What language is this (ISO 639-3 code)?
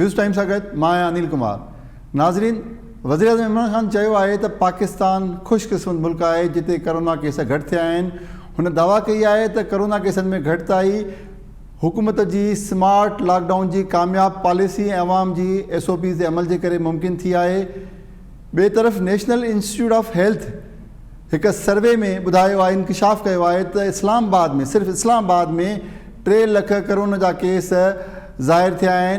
snd